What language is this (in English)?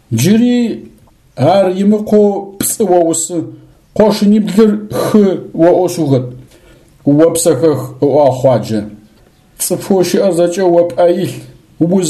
Adyghe